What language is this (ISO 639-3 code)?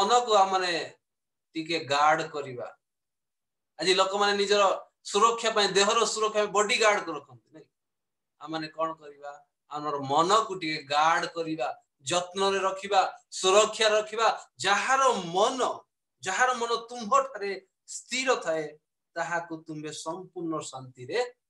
ori